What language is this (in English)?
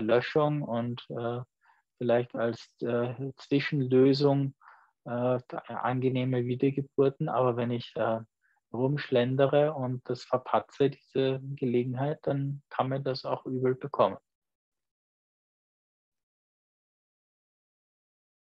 German